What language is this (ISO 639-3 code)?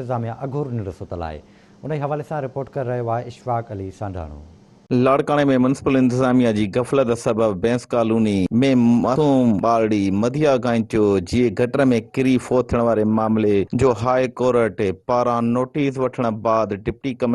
snd